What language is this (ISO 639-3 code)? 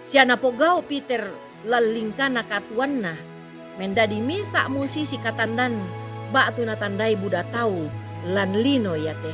sda